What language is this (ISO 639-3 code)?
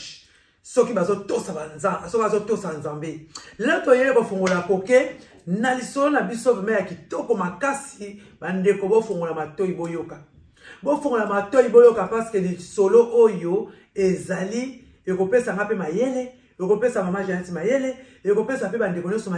lin